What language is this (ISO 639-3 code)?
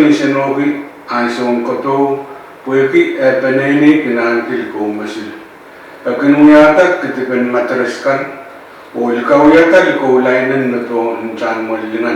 pon